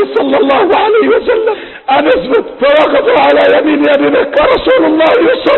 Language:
Arabic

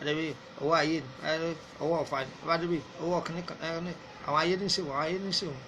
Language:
Yoruba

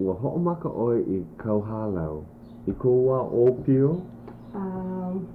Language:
Hawaiian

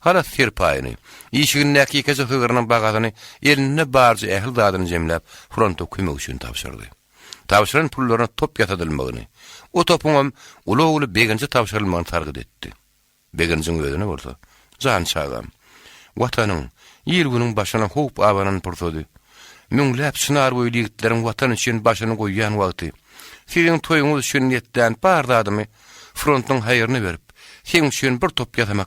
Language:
Turkmen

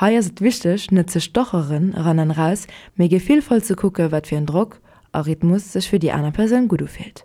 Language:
Luxembourgish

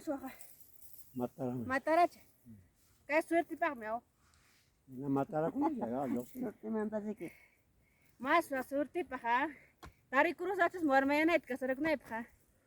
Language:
Ayacucho Quechua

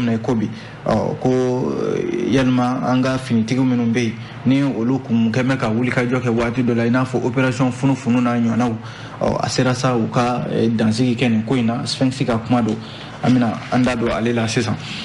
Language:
Bambara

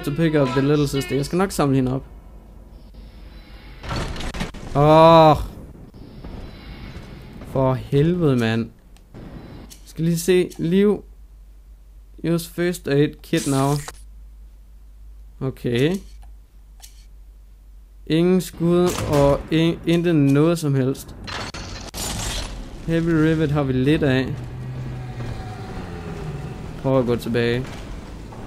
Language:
Danish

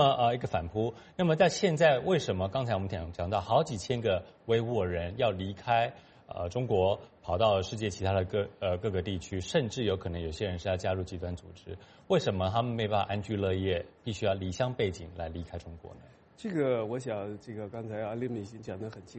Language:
Chinese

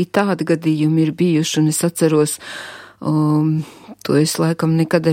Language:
Latvian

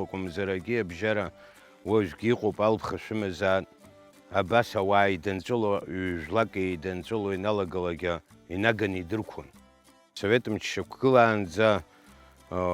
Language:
Abkhazian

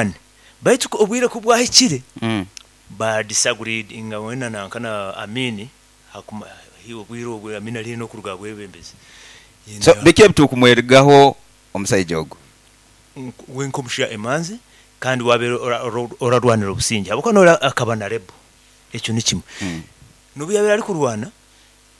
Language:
Nyoro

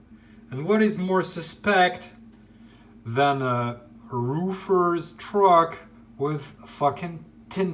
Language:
English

